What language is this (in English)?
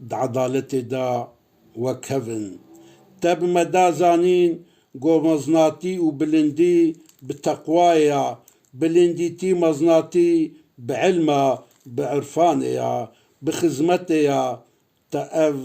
Kurdish